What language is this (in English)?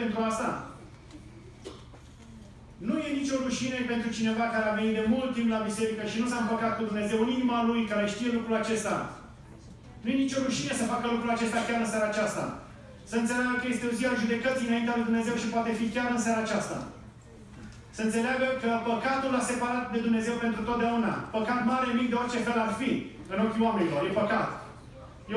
Romanian